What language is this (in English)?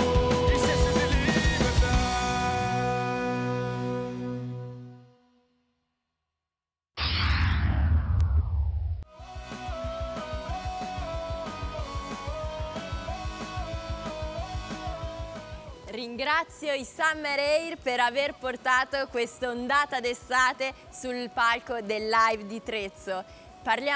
Italian